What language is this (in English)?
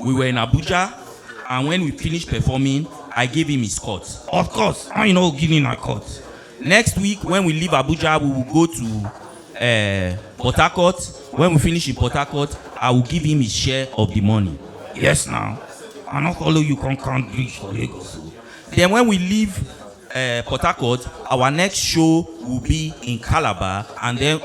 Nigerian Pidgin